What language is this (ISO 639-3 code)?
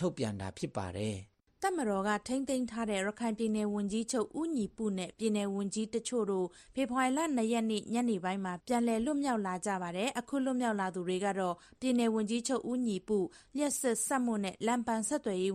mya